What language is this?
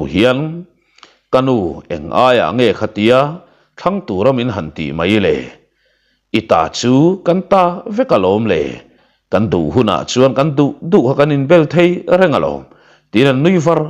Mizo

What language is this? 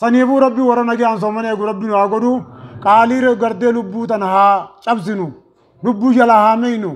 Oromo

